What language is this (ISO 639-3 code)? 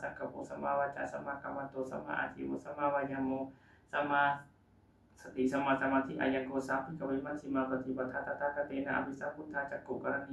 pli